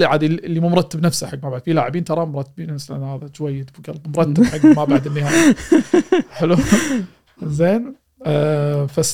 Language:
Gulf Arabic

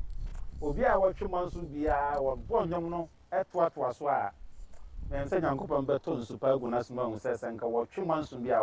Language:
Akan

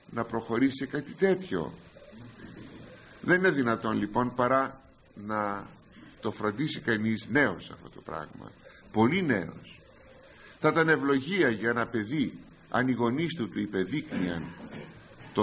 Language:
Greek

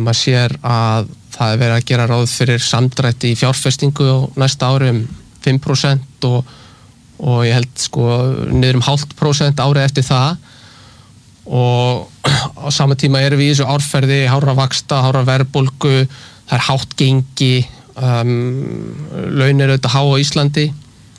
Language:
Icelandic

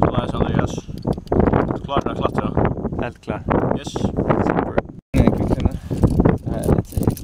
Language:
Faroese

